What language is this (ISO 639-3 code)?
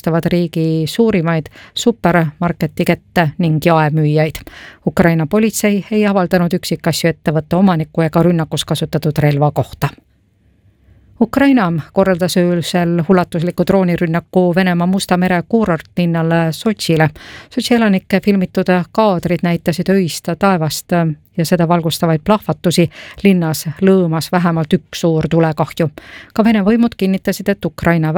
est